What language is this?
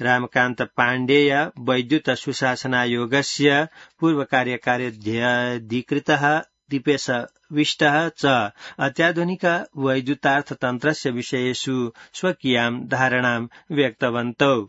Sanskrit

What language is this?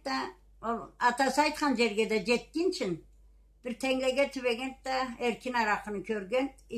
Karachay-Balkar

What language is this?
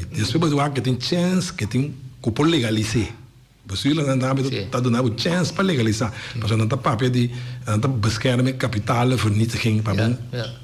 Papiamento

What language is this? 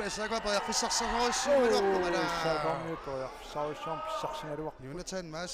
Kalaallisut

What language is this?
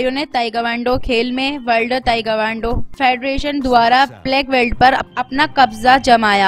Hindi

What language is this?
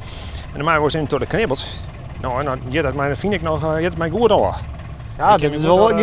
Western Frisian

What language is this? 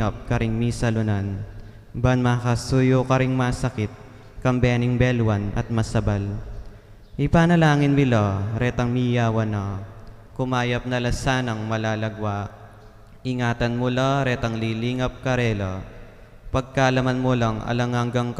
Pampanga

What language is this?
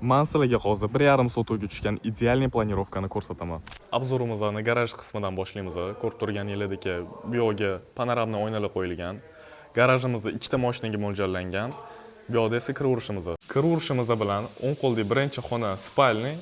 Uzbek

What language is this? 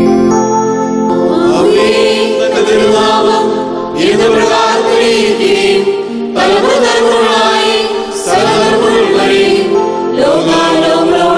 Malayalam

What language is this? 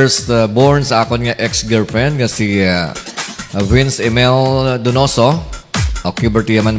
Hiligaynon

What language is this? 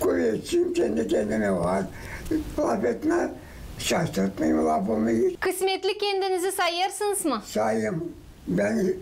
Gagauz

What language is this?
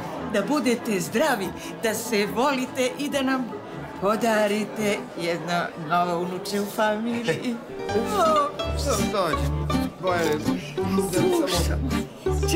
Serbian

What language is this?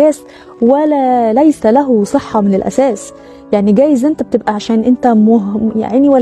Egyptian Arabic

